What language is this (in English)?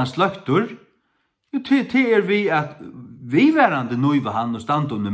Faroese